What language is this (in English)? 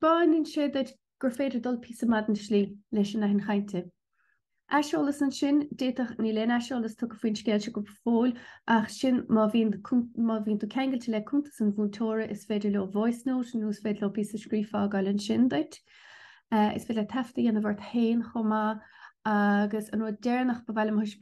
Irish